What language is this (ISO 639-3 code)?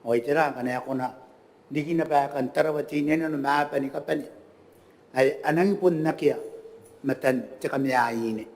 gil